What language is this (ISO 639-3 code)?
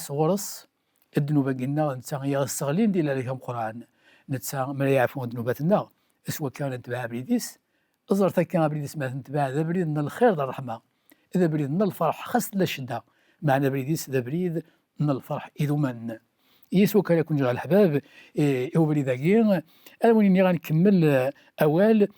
kab